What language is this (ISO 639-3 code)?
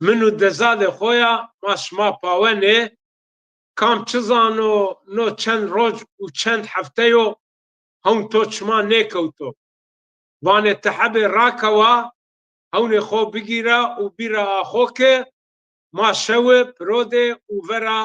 zza